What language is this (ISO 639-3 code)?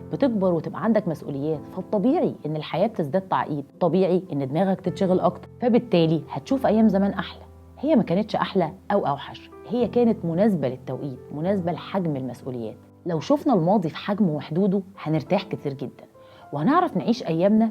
arz